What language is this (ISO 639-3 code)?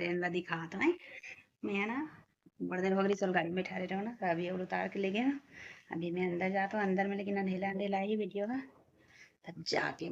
hne